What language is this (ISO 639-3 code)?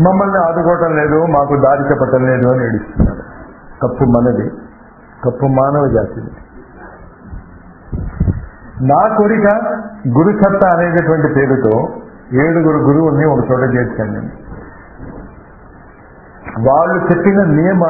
tel